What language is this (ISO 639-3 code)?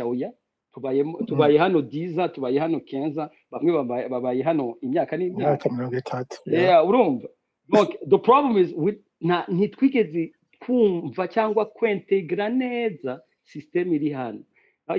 run